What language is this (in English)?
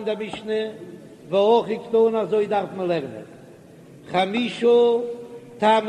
Yiddish